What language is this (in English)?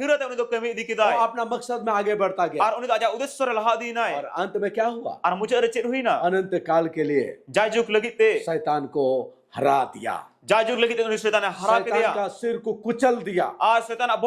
Santali